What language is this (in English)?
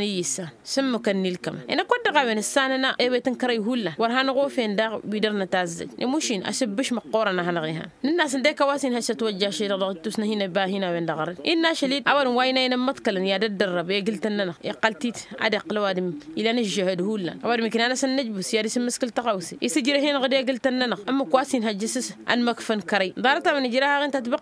Tamasheq